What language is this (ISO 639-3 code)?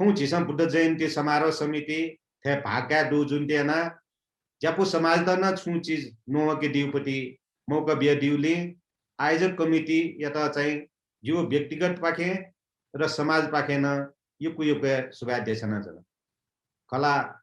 new